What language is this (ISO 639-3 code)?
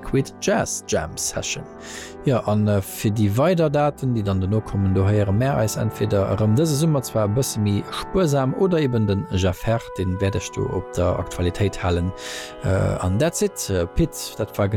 ltz